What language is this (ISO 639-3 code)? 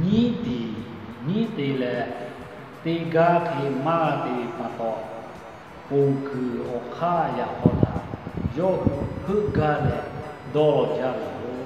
lhu